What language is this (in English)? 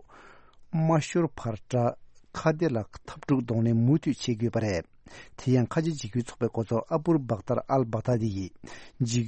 Tibetan